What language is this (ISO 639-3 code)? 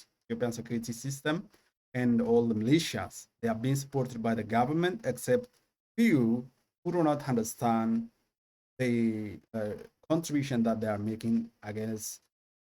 eng